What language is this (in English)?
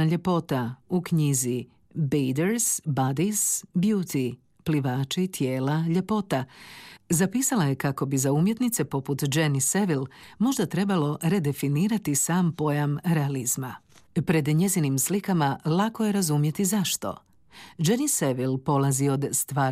Croatian